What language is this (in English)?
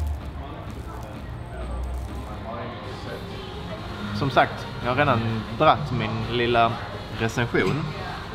Swedish